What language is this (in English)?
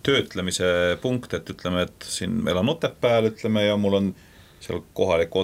Estonian